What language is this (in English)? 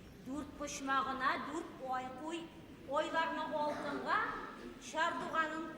Bashkir